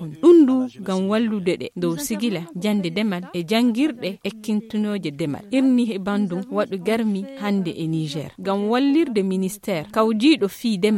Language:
Fula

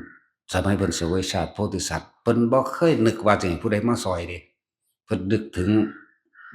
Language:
Northeastern Thai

